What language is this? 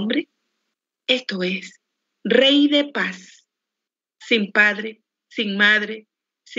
Spanish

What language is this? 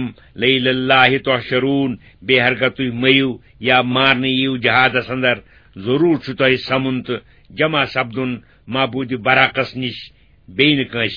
Kashmiri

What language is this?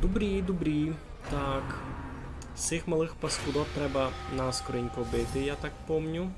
Rusyn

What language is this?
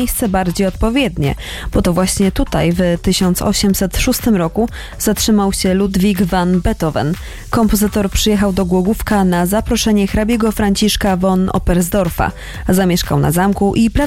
Polish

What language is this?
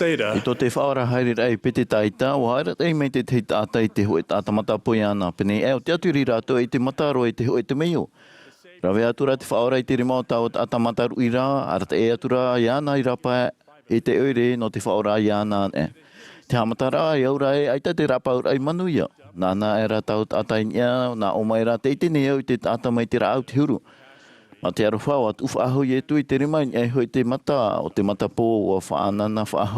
Tahitian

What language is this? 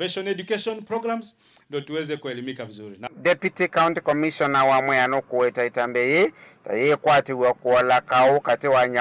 Kamba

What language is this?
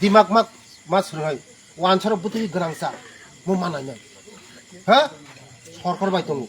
Kok Borok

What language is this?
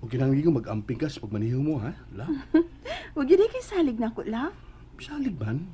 Cebuano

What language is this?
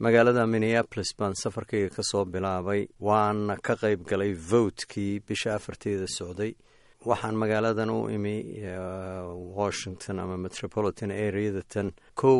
Somali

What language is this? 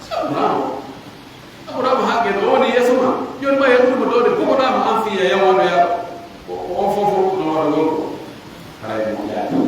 Pular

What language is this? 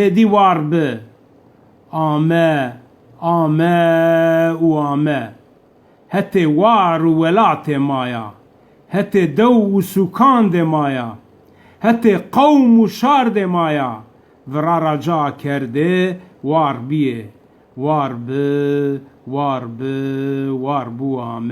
Zaza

